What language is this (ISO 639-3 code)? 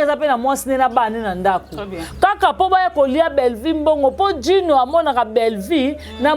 lin